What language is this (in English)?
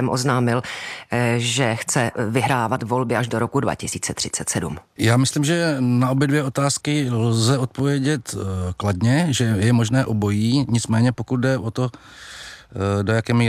Czech